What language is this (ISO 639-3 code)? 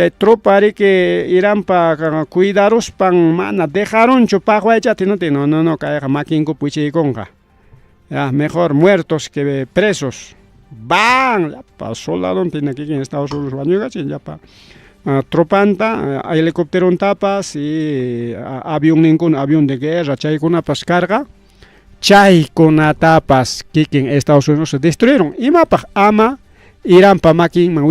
quy